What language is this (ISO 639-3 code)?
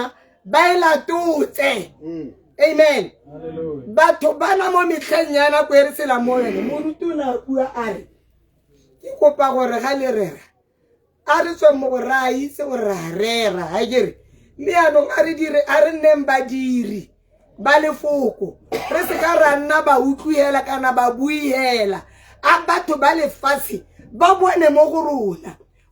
tsn